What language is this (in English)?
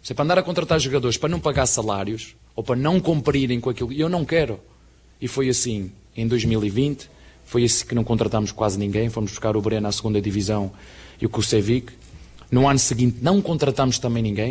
Portuguese